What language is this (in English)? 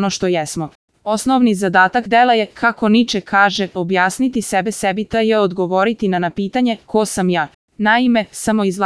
Serbian